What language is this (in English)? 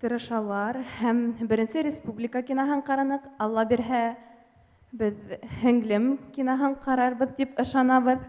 Bashkir